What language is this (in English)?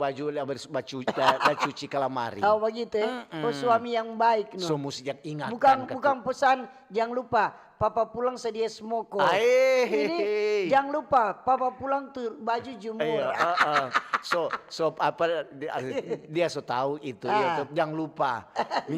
Manado Malay